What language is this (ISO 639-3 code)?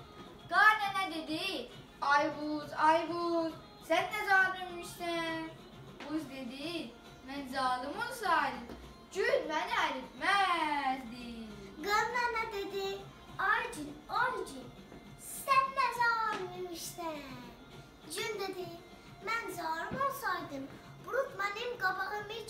azb